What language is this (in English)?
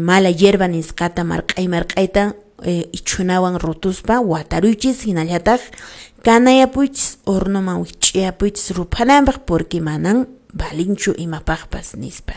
Quechua